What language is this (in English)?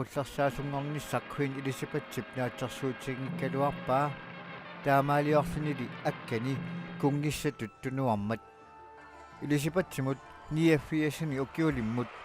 Kalaallisut